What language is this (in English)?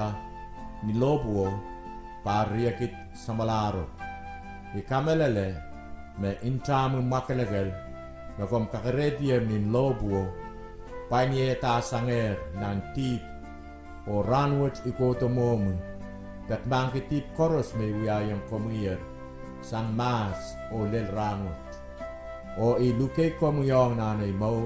Pohnpeian